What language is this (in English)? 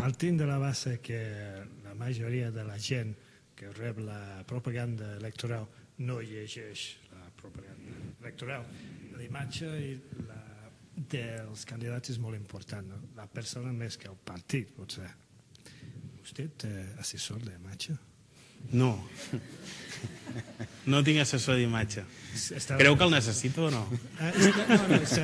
Catalan